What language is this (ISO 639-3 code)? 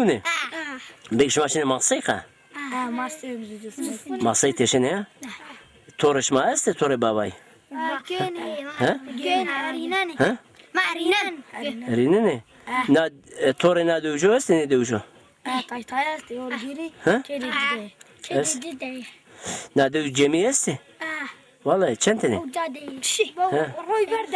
zza